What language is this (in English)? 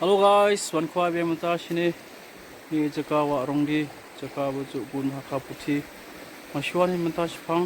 Khasi